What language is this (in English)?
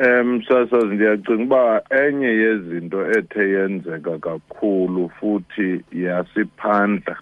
Xhosa